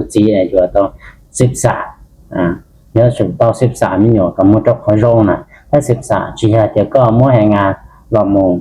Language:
Hmong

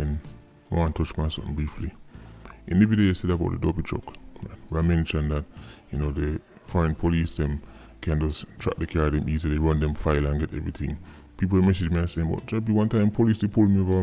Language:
Jamaican Creole English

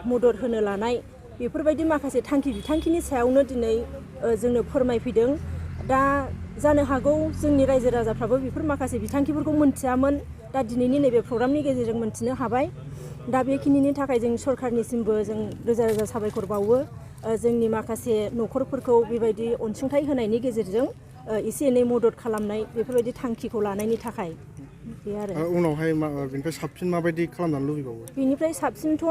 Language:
Bodo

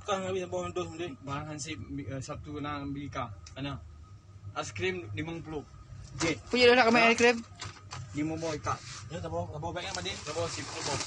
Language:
Achinese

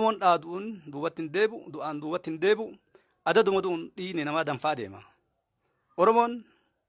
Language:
Oromo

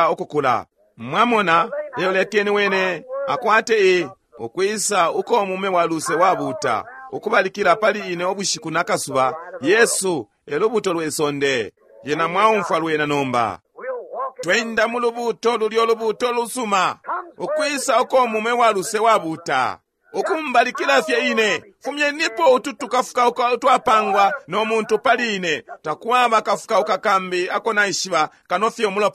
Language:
Bemba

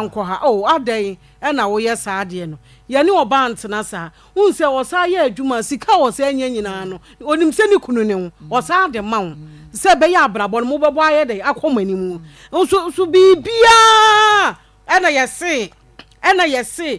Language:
Akan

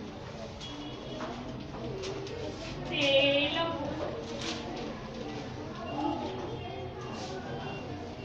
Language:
Gujarati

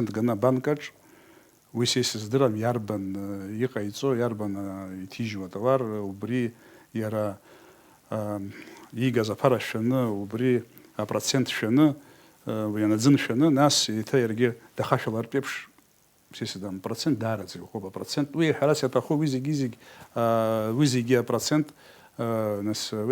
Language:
Abkhazian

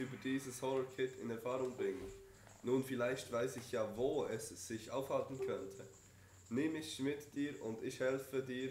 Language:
Swiss German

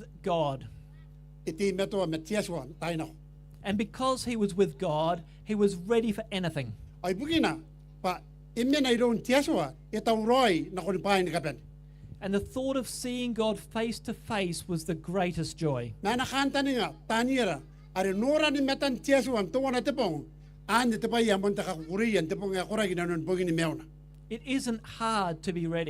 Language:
Gilbertese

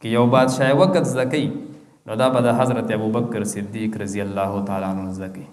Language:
Pashto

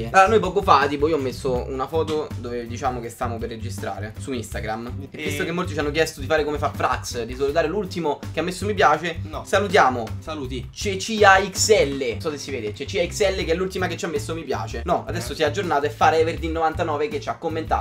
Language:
Italian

